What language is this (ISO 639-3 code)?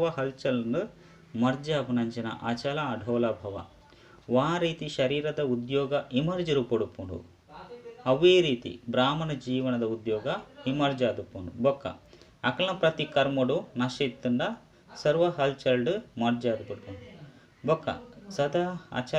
tcy